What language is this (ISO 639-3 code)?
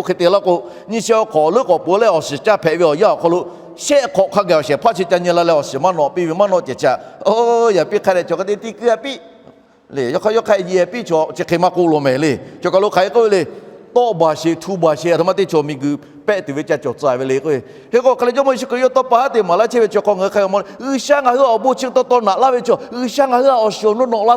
lhu